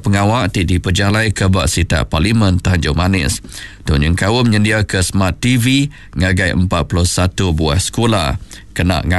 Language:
Iban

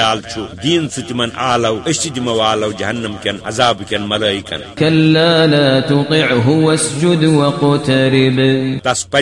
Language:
Kashmiri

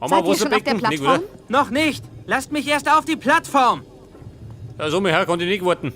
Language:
Bavarian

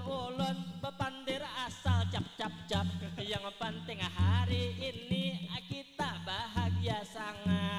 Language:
Banjar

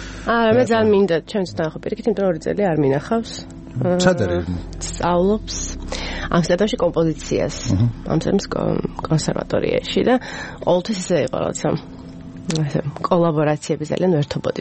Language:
Georgian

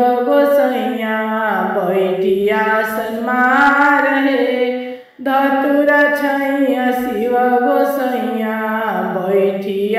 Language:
Bhojpuri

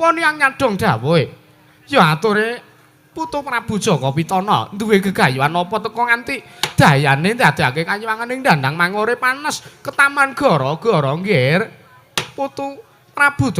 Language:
Javanese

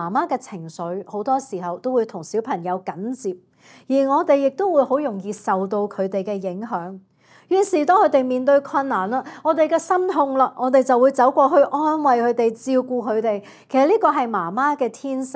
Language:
Cantonese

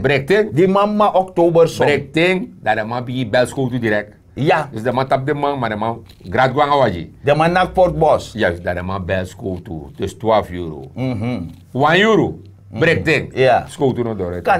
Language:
Sranan Tongo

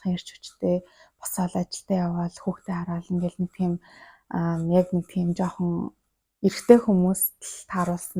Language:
Mongolian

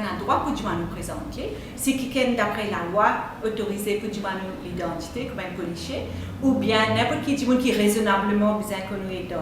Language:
Morisyen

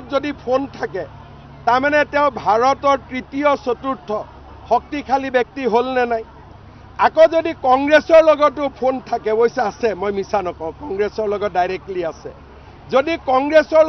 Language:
Assamese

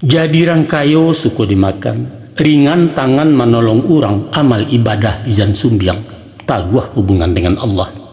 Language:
Minangkabau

